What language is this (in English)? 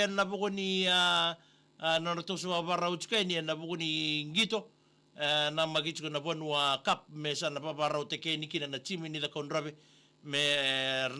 Fijian